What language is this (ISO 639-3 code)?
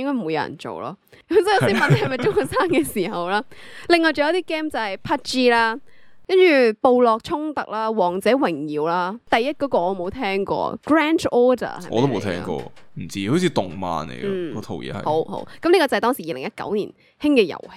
yue